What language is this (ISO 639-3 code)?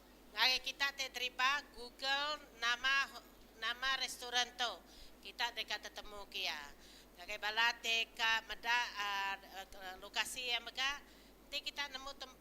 iba